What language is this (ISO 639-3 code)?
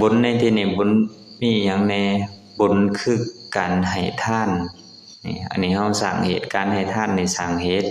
lao